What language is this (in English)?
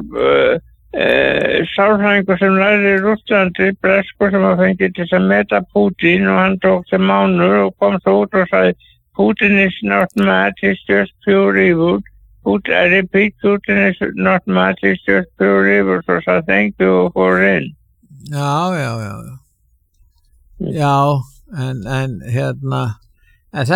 Icelandic